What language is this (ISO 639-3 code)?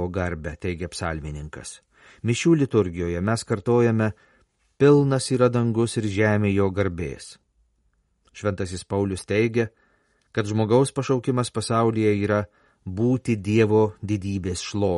lit